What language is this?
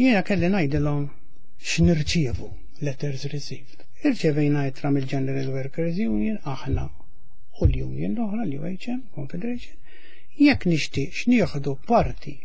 Maltese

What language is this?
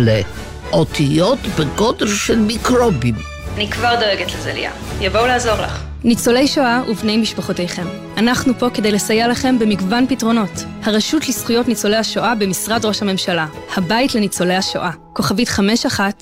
Hebrew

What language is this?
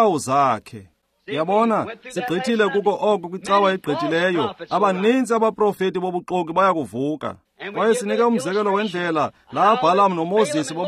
Xhosa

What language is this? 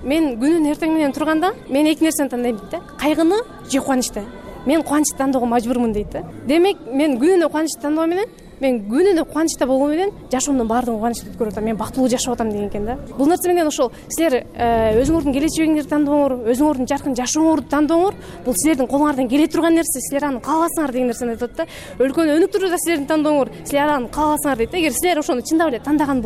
Kyrgyz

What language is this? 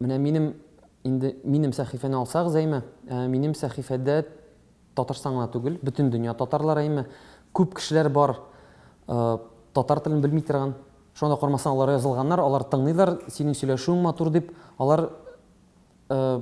Tatar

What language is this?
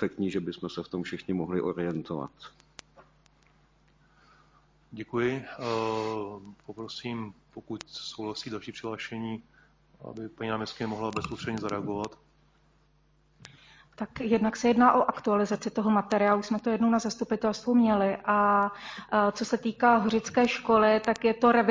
Czech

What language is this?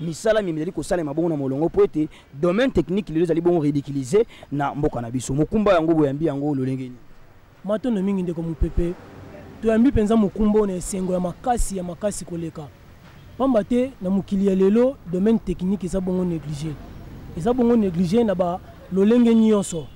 Lingala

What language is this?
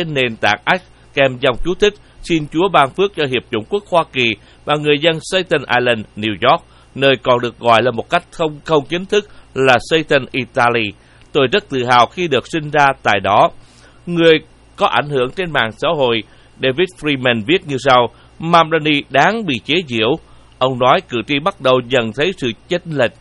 Vietnamese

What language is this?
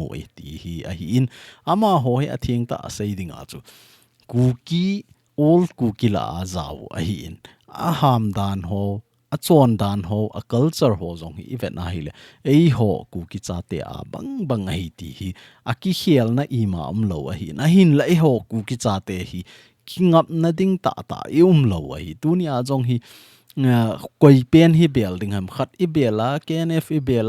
Thado Chin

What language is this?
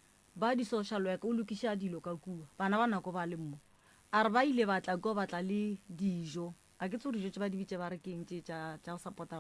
Northern Sotho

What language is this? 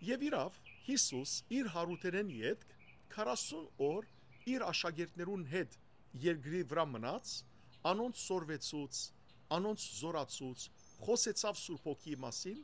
Western Armenian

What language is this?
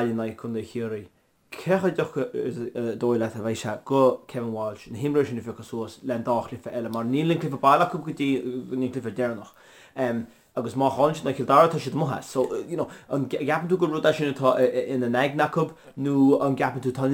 Irish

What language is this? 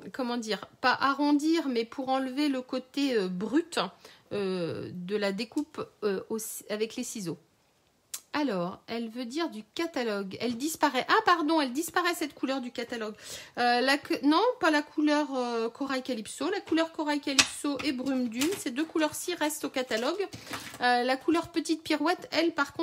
French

